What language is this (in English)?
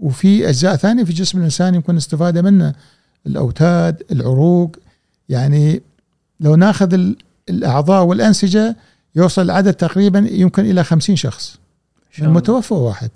Gulf Arabic